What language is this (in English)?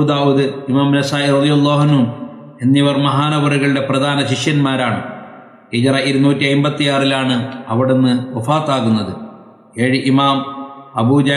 Malayalam